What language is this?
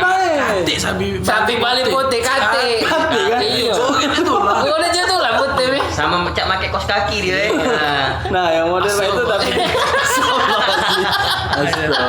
Musi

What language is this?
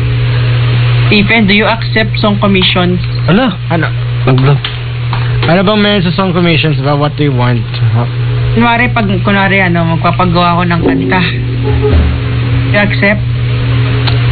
Filipino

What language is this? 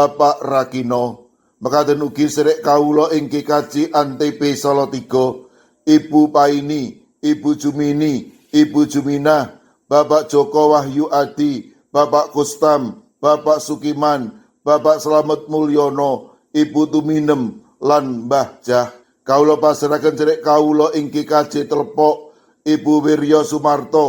Javanese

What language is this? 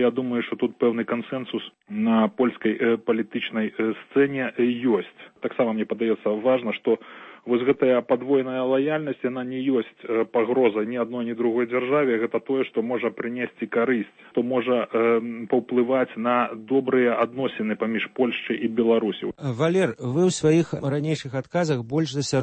Belarusian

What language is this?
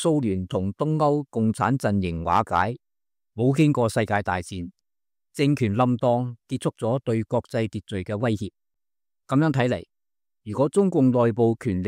Cantonese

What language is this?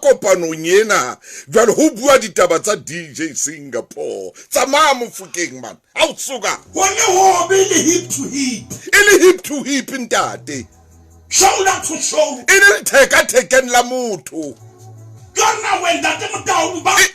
Southern Sotho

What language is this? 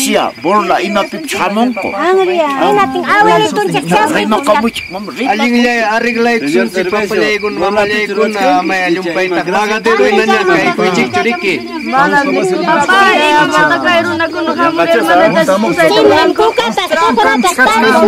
Ayacucho Quechua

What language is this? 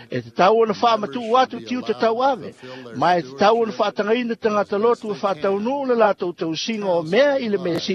Samoan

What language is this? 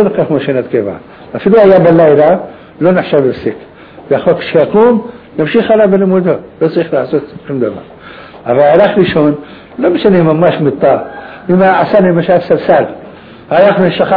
Hebrew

